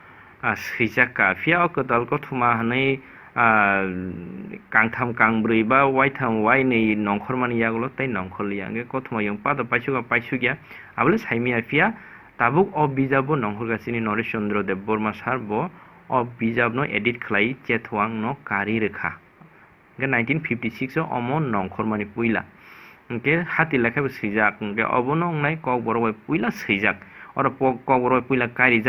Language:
Kok Borok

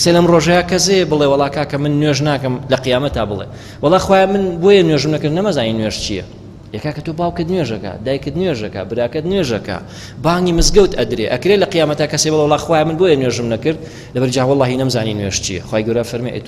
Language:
Central Kurdish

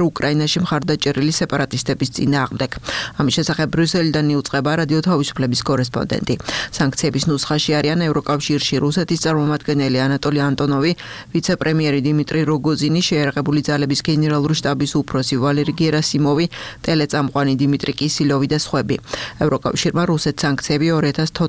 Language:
Georgian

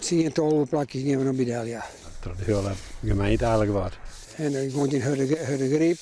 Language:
Western Frisian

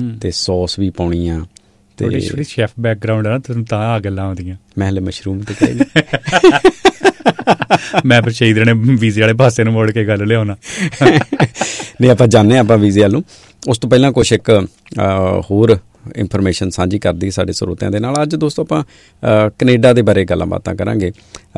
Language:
Punjabi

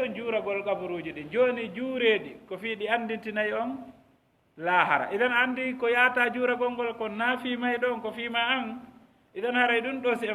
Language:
Fula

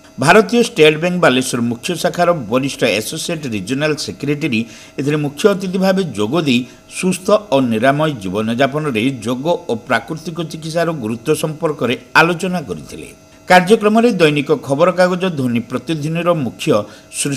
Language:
Odia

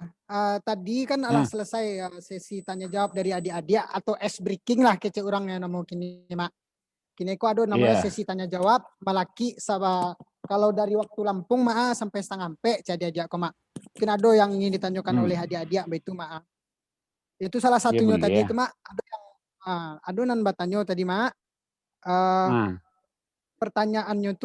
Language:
Minangkabau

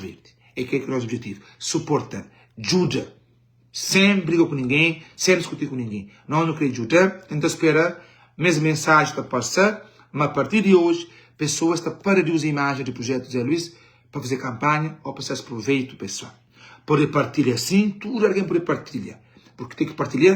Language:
Kabuverdianu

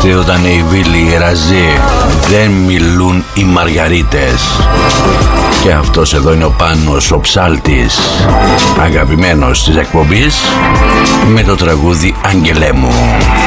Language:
Greek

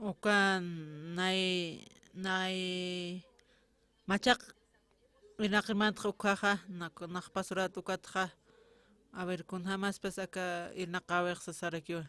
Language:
Aymara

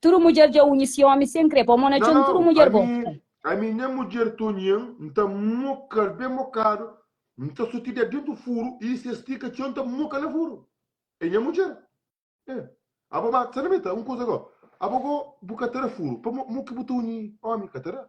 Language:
Kabuverdianu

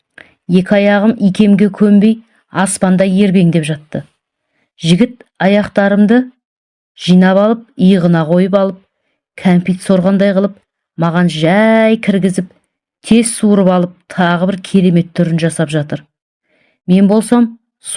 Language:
Kazakh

